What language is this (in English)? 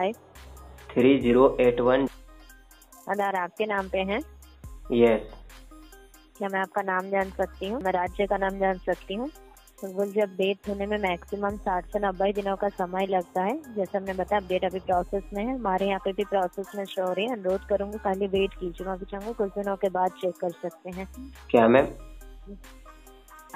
Hindi